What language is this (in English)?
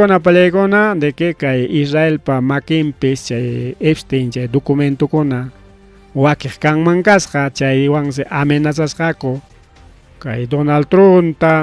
Ayacucho Quechua